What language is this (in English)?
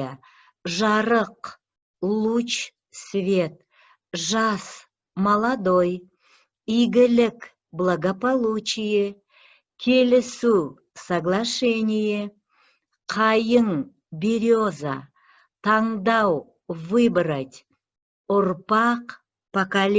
Kazakh